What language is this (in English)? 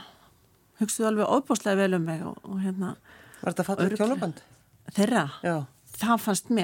Icelandic